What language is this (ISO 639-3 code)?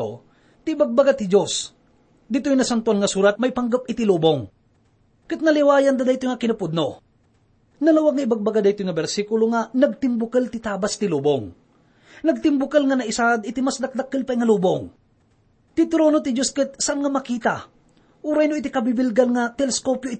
ilo